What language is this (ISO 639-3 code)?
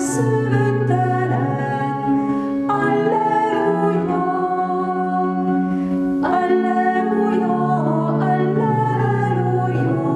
hun